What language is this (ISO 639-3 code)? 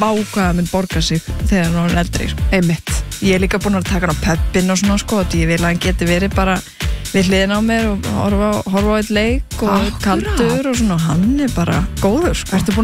isl